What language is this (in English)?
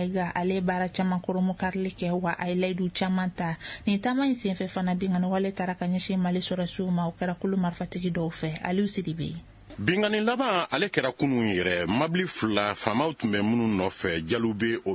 Bambara